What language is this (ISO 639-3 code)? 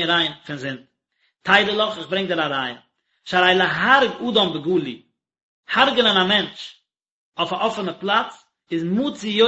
yid